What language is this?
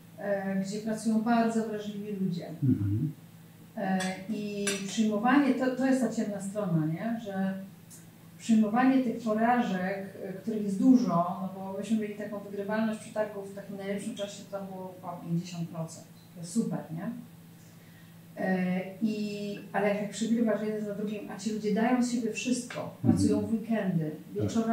Polish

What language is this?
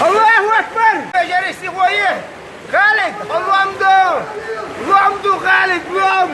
Chechen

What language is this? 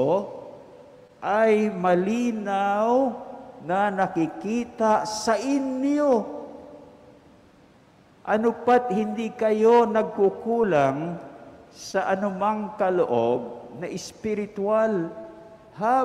Filipino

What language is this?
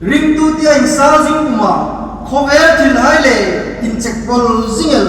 Hmar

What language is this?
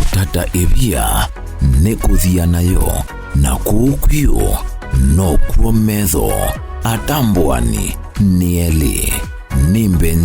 Kamba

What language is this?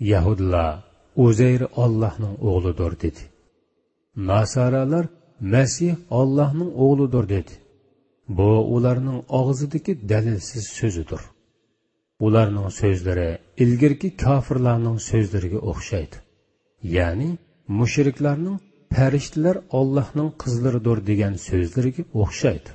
Uyghur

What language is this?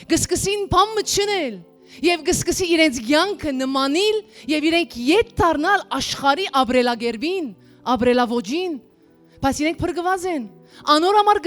Western Armenian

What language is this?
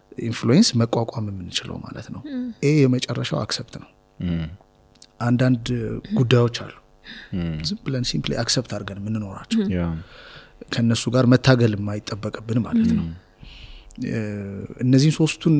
Amharic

